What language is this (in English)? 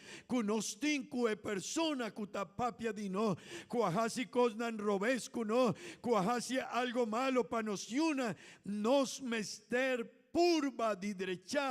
Papiamento